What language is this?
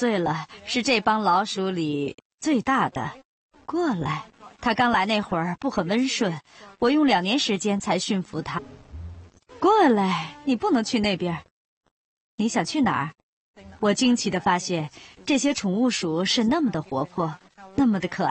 Chinese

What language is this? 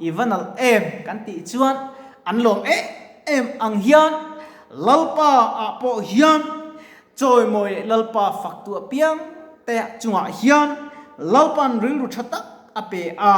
Mizo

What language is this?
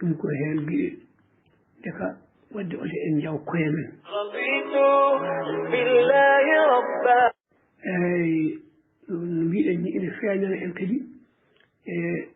Fula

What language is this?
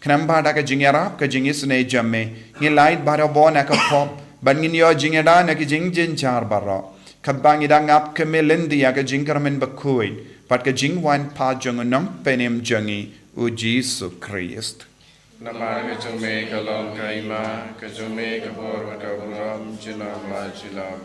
Khasi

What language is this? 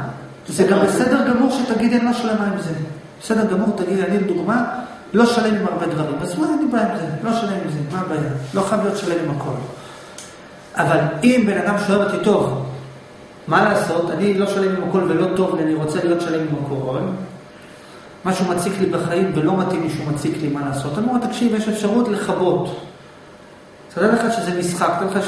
Hebrew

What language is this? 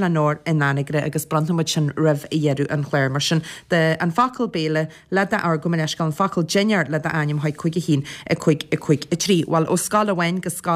Irish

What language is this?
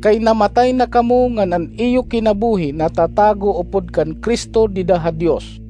Waray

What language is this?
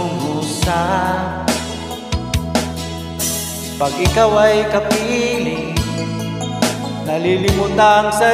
Filipino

